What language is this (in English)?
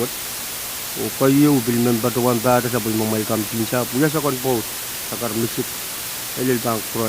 Pohnpeian